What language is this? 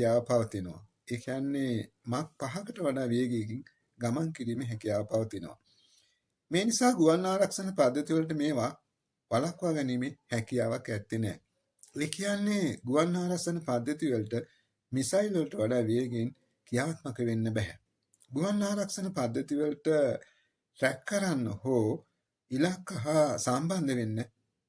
Sinhala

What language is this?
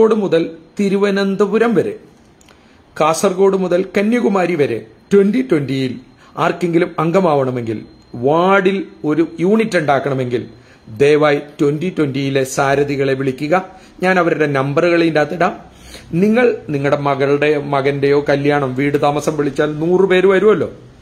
Malayalam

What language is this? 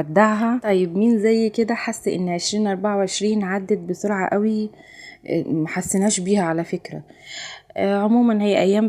Egyptian Arabic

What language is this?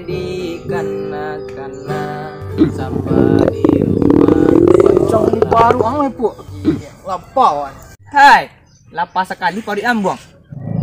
Minangkabau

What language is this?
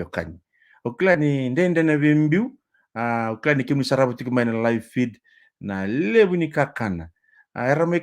Fijian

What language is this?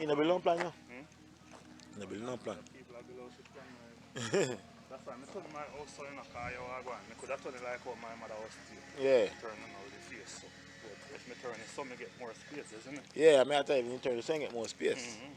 Jamaican Creole English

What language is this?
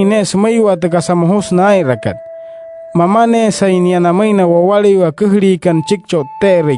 Wayuu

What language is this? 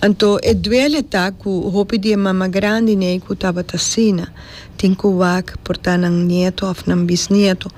Papiamento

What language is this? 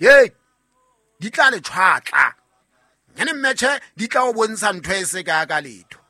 Southern Sotho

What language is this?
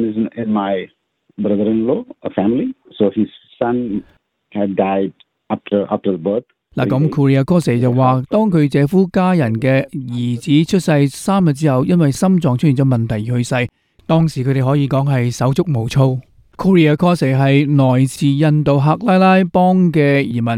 Cantonese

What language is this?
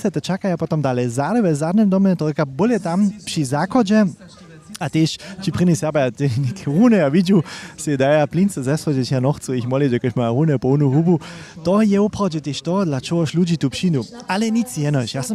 Upper Sorbian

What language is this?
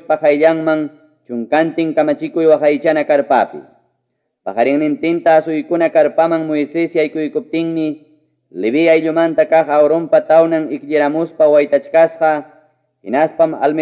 Ayacucho Quechua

